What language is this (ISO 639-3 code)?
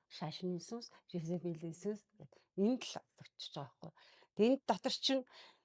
mon